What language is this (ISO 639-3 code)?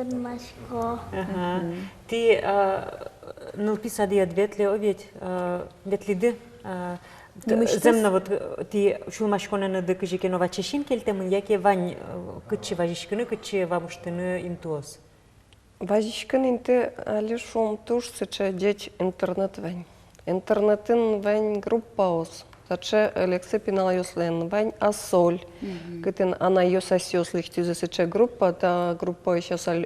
udm